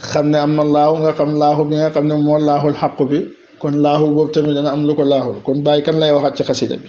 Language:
Wolof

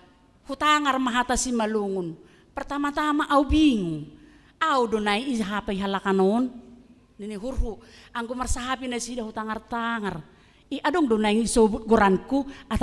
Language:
Batak Simalungun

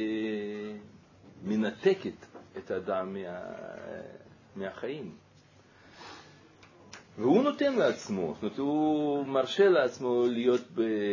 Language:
Hebrew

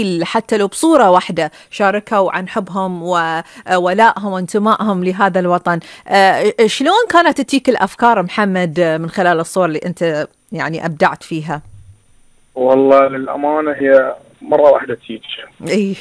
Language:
Gulf Arabic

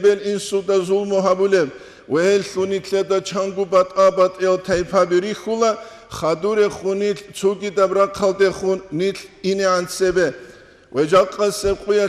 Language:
Avaric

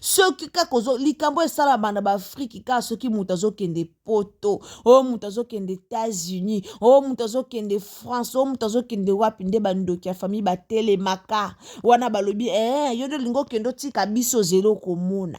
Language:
Lingala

